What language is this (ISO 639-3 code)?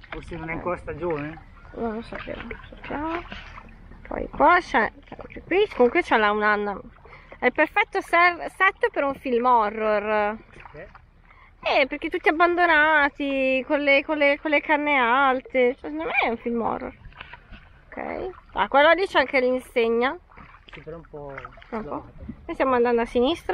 ita